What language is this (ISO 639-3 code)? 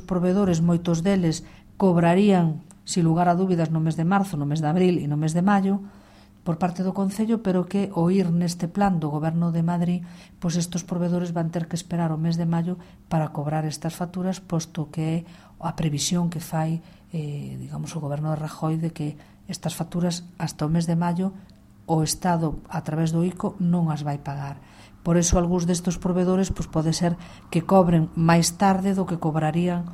glg